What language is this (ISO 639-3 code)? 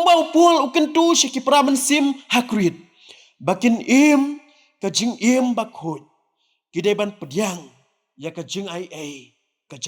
kha